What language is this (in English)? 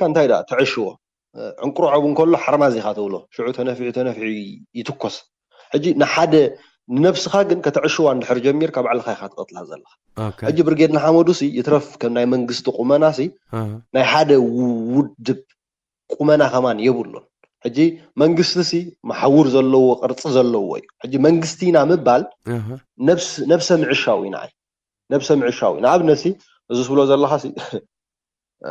Tigrinya